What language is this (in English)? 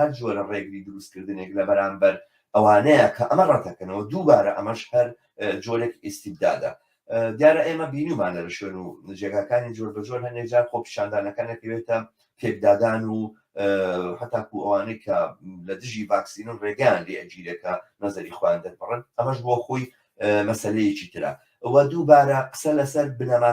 Central Kurdish